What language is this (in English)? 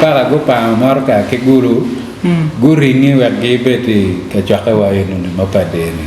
Acoli